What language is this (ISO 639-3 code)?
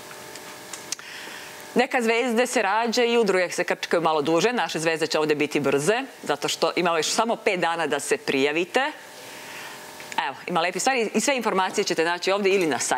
srp